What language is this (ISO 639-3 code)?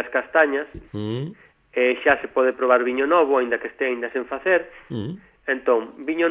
glg